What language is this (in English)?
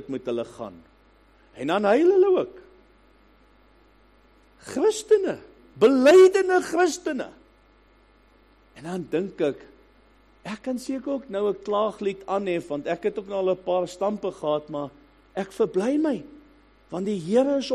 Afrikaans